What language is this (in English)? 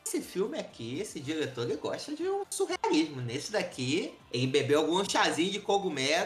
Portuguese